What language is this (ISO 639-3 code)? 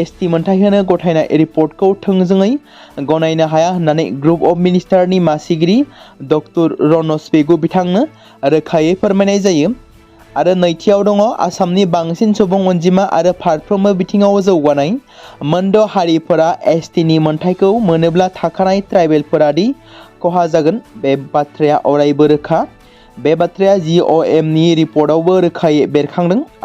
brx